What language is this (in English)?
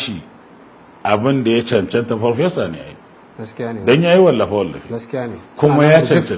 Hausa